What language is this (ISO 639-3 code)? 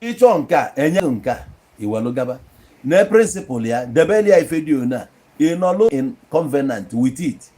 ibo